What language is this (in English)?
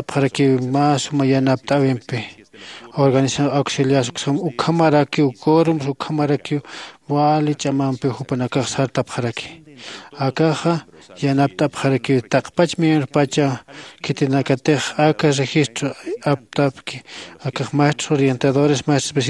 Aymara